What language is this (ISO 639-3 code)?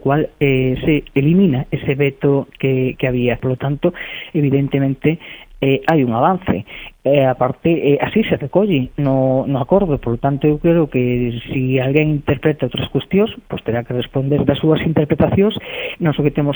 glg